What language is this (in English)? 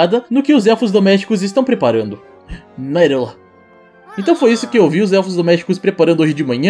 Portuguese